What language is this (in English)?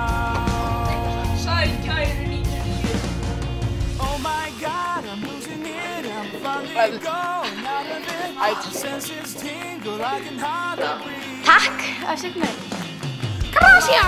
Icelandic